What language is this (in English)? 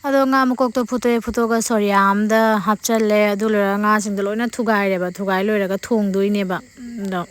Manipuri